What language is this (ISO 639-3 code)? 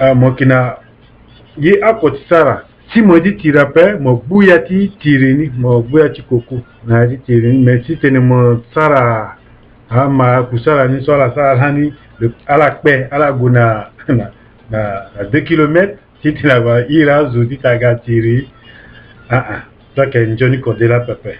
sag